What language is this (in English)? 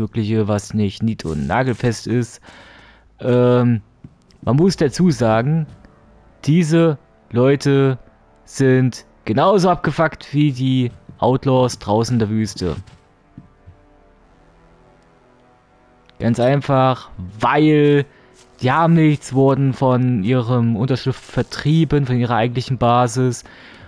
German